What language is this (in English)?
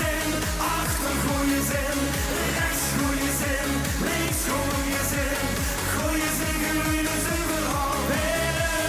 Limburgish